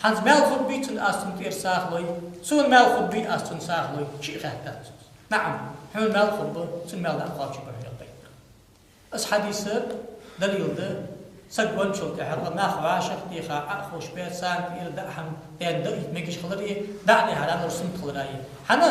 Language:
Ingush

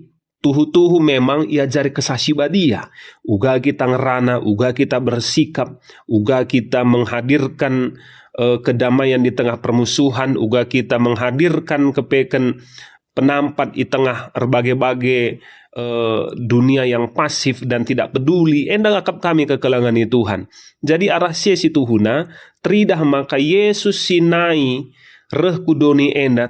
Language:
Batak Karo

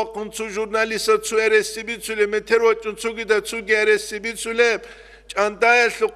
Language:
Avaric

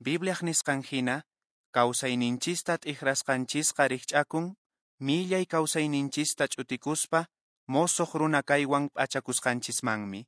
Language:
Quechua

